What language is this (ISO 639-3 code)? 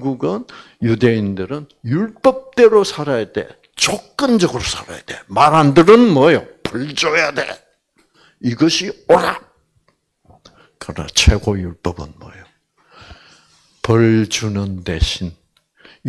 kor